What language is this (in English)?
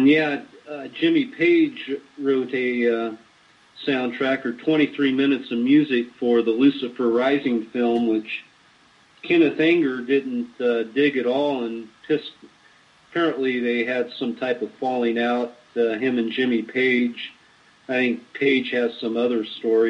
English